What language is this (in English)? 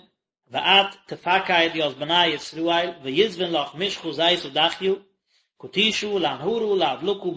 Yiddish